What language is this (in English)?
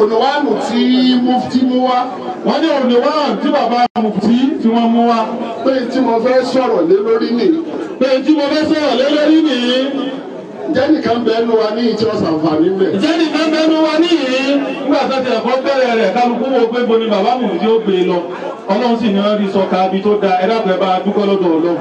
Yoruba